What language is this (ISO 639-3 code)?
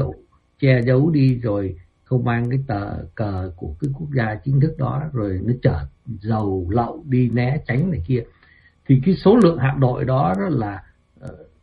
vie